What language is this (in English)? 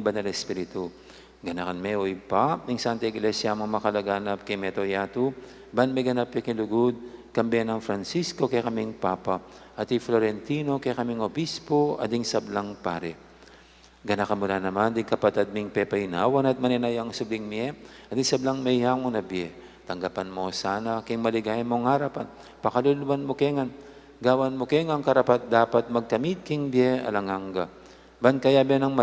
Pampanga